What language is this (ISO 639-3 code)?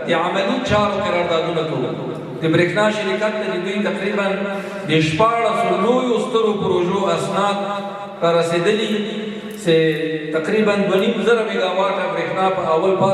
pus